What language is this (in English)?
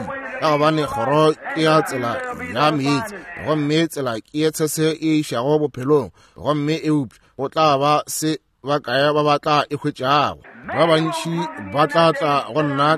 Northern Sotho